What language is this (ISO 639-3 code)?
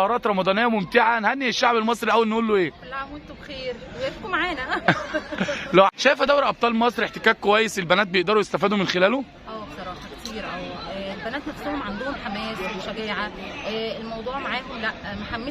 arz